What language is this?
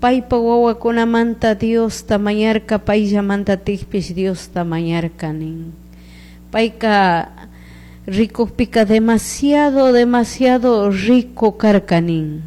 Chimborazo Highland Quichua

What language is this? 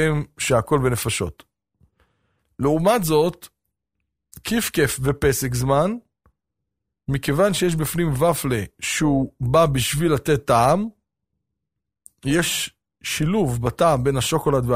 Hebrew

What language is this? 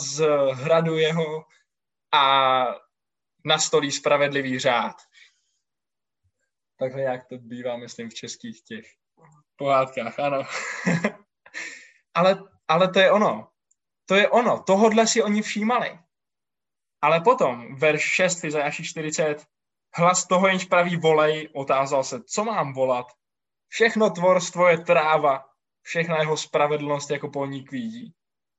Czech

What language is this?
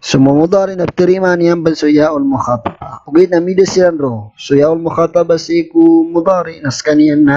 Maranao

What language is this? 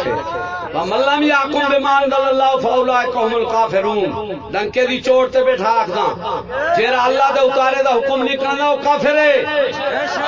Saraiki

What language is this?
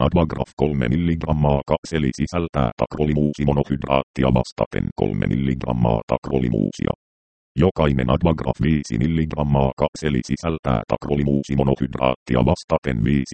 Finnish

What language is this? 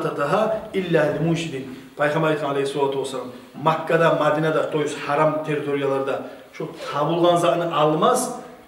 Kumyk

